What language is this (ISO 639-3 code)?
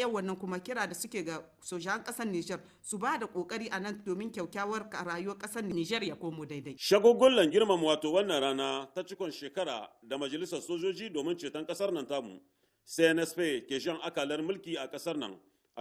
hau